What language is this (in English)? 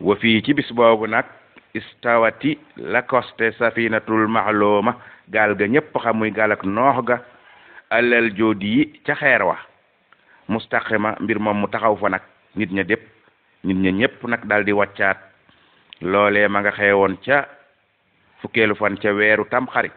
Wolof